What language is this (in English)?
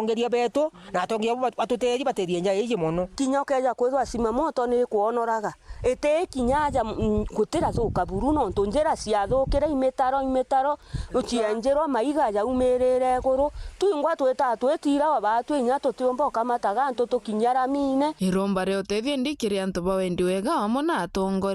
Meru